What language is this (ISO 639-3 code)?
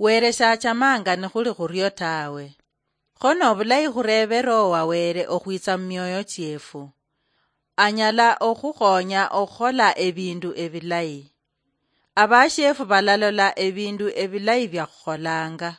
luy